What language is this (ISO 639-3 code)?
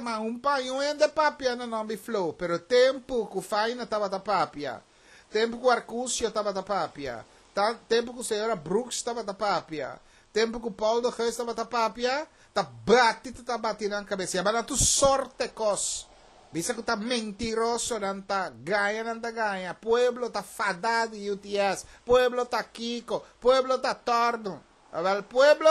pap